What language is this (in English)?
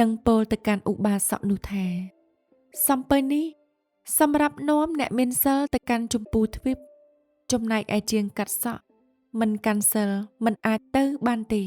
Khmer